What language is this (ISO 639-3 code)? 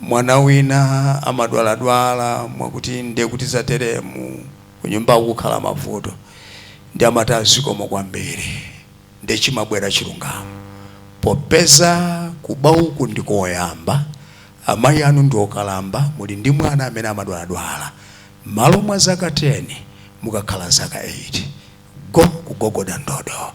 nya